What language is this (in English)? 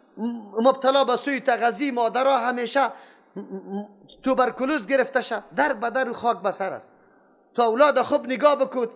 Persian